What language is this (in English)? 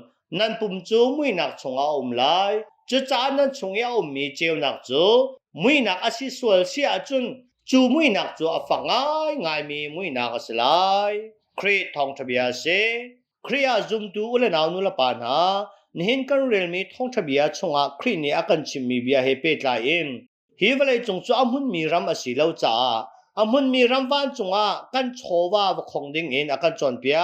Hakha Chin